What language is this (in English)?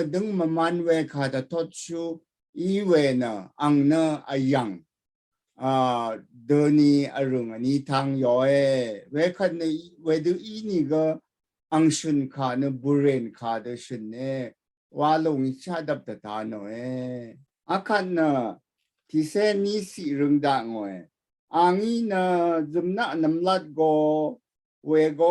Rawang